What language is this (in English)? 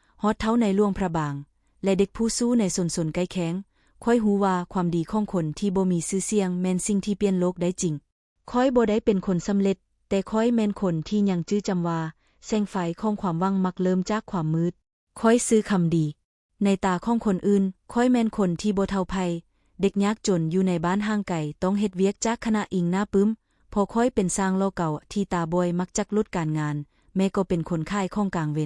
Lao